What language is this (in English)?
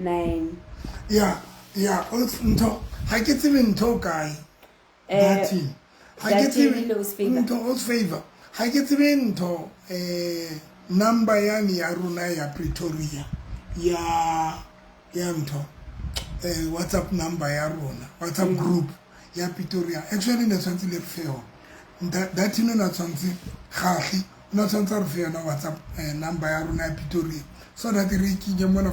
Southern Sotho